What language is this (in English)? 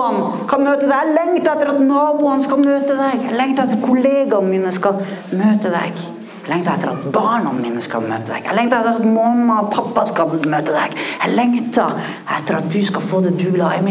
Norwegian